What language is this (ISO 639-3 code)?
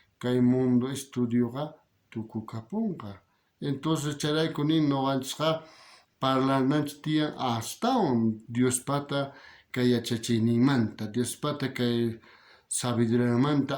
quh